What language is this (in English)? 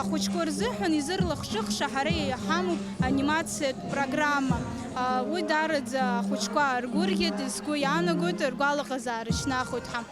Abkhazian